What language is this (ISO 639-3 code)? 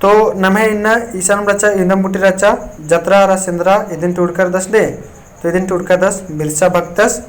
kru